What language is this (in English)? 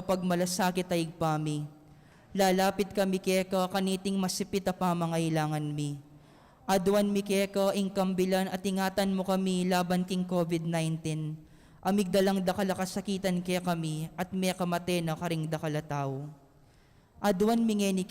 Pampanga